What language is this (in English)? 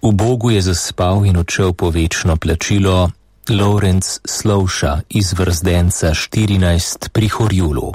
Slovenian